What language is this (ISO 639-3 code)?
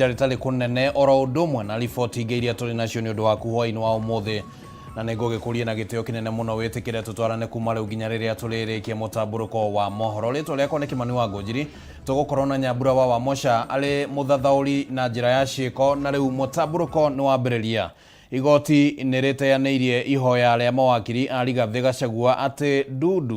kik